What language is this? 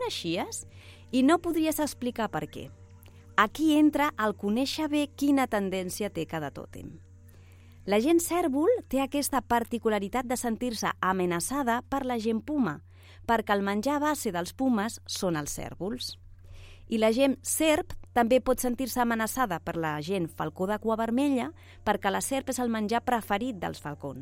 Catalan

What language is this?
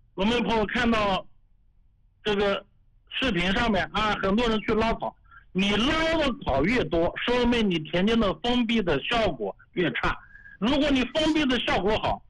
Chinese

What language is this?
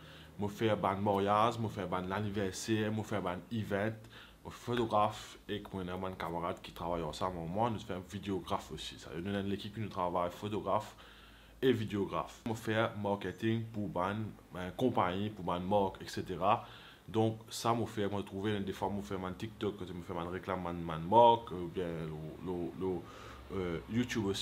Morisyen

